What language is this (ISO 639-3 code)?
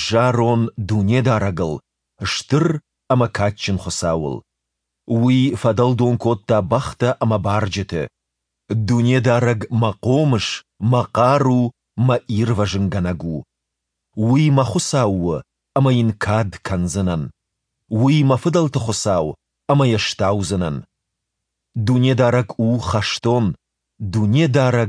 oss